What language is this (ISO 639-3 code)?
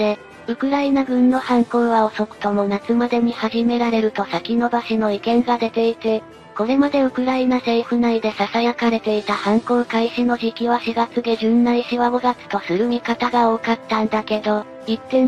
jpn